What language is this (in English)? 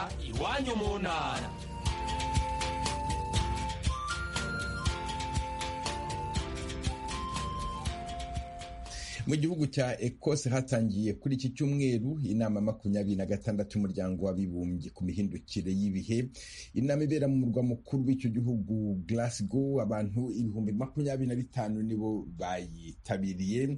Kinyarwanda